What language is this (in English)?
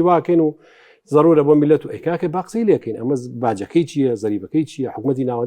Central Kurdish